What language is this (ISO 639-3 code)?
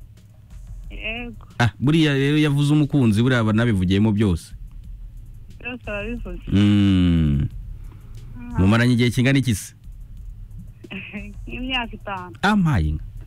kin